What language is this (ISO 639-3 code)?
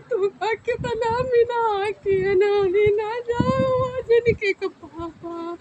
awa